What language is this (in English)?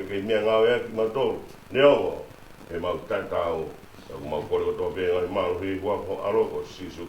Tongan